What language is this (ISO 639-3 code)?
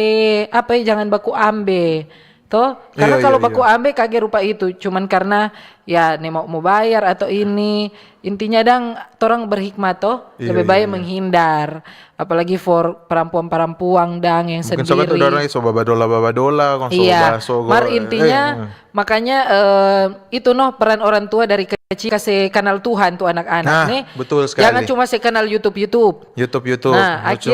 xmm